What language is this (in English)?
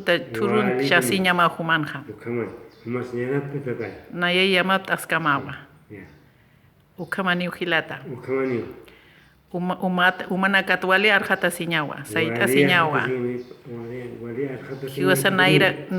Aymara